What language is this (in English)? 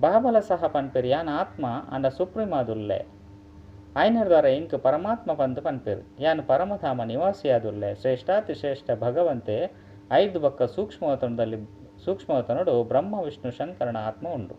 Tulu